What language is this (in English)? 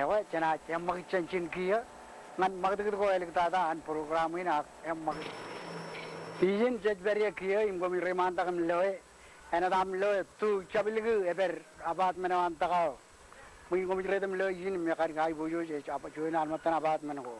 Marshallese